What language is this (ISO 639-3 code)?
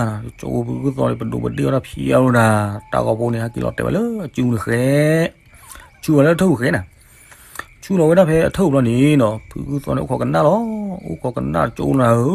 ksw